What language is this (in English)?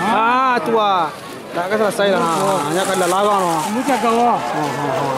Minangkabau